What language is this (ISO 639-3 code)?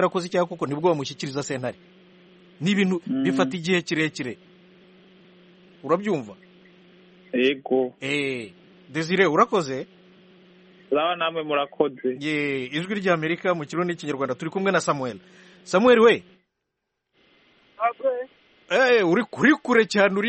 kin